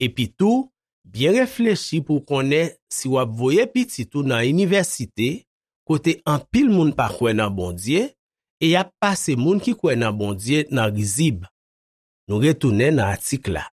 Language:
Haitian Creole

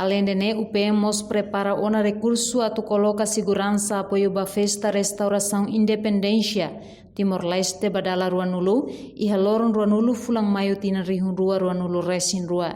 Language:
Tetum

